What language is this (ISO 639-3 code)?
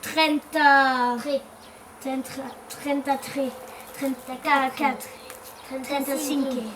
oci